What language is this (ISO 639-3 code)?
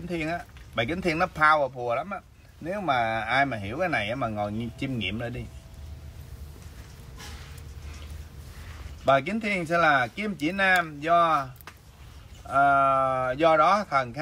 vie